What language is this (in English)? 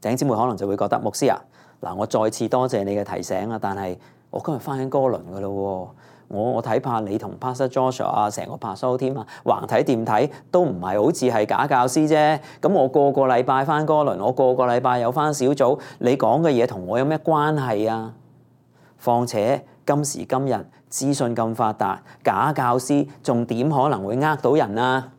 Cantonese